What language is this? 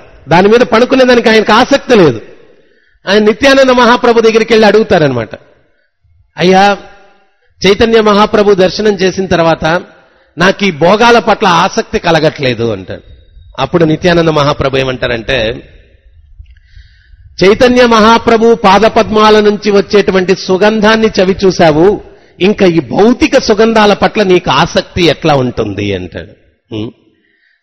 Telugu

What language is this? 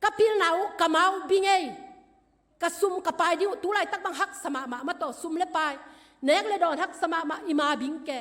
Tedim Chin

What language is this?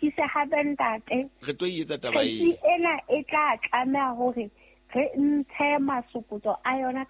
Southern Sotho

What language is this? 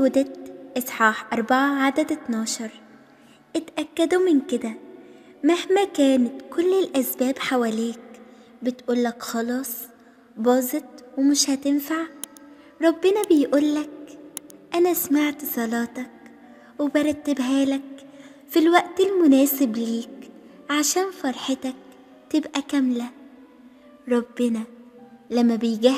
Egyptian Arabic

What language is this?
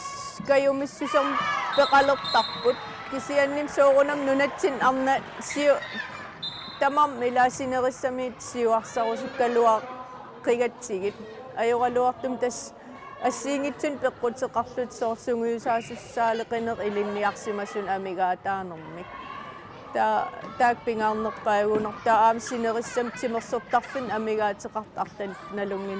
Kalaallisut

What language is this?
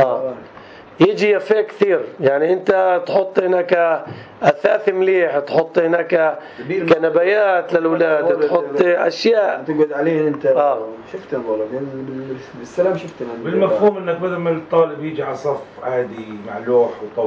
North Levantine Arabic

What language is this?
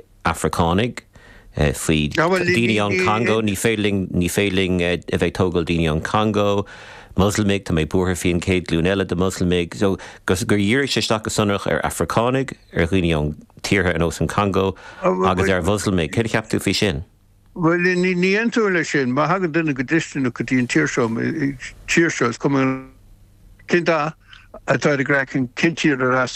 Irish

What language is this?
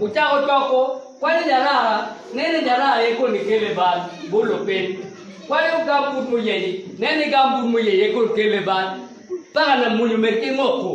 Acoli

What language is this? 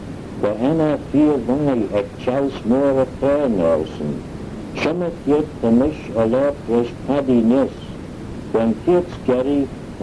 Manx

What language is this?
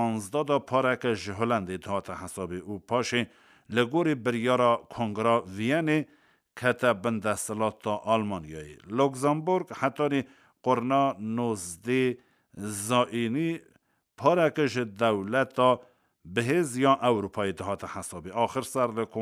Kurdish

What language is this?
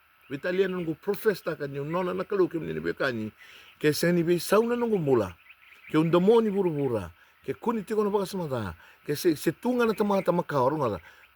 Fijian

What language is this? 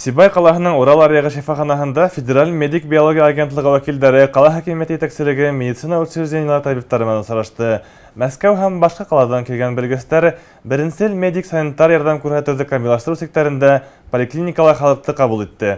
Bashkir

